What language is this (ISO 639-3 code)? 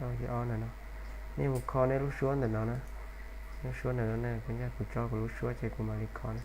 hmn